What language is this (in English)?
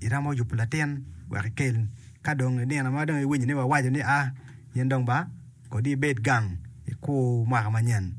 Acoli